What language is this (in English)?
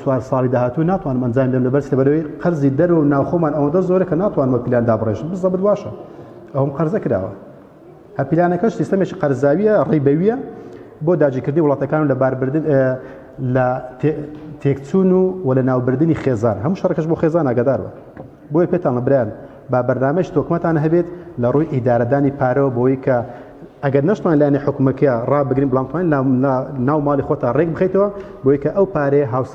Central Kurdish